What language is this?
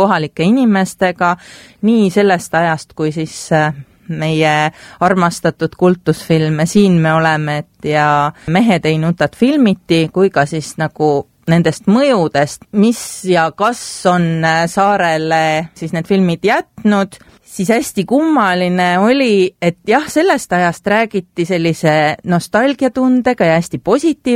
Estonian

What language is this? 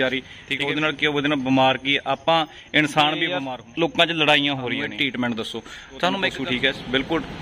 Punjabi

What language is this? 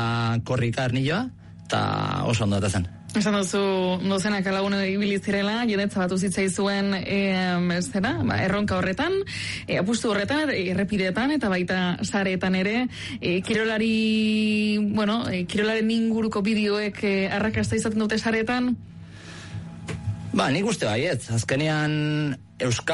Basque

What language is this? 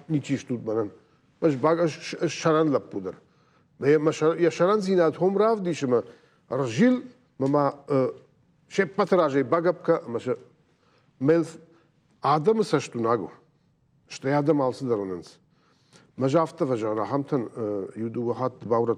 Ossetic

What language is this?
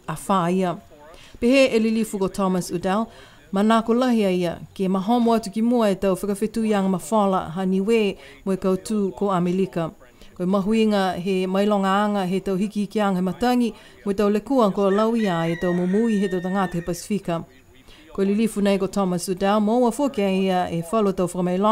Niuean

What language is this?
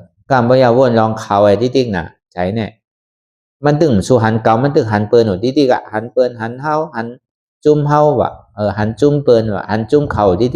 Shan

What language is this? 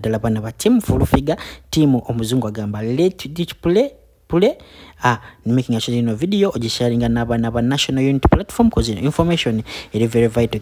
Ganda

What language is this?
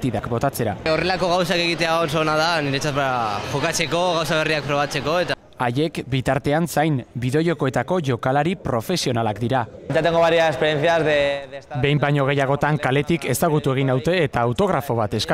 Basque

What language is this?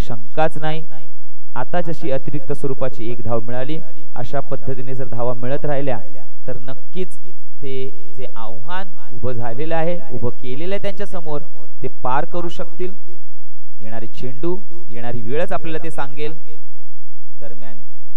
Marathi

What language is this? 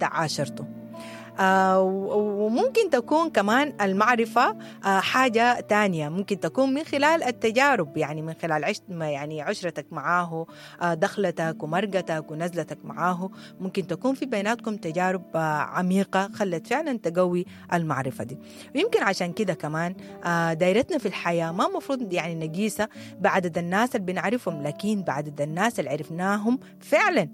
Sudanese Arabic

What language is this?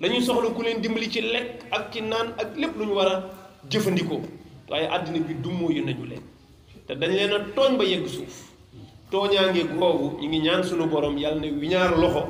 Wolof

